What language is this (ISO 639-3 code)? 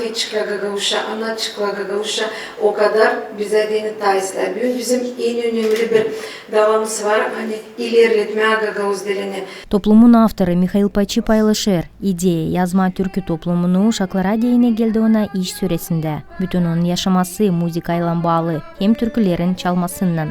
gag